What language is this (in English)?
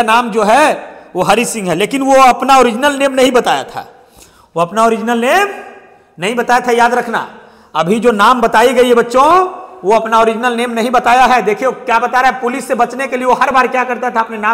Hindi